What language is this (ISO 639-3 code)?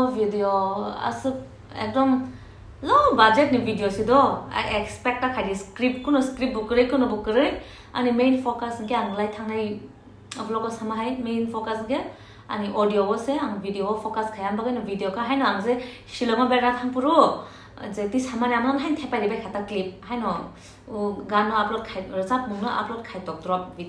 trp